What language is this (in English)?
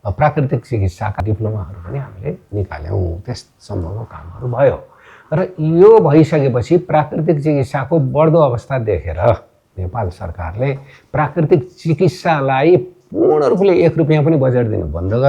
Nepali